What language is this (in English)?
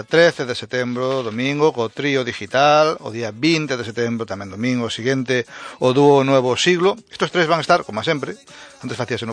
Galician